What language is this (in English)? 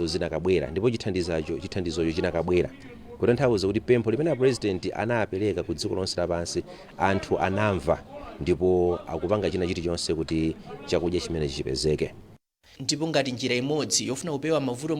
Nyanja